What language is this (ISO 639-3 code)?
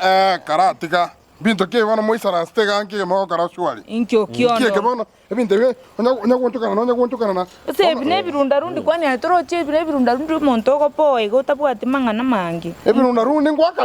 guz